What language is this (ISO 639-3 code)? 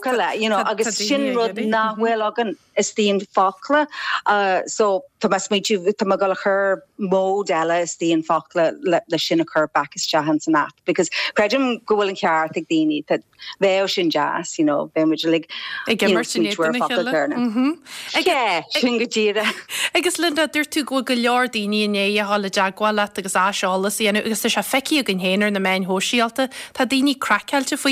gle